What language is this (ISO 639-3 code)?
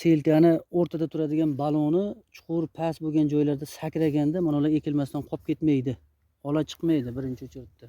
uzb